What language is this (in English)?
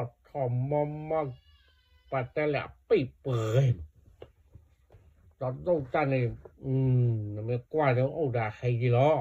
S'gaw Karen